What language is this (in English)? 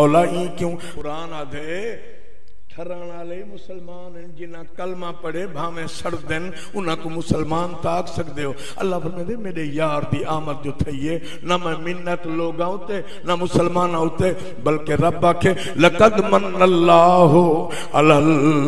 Saraiki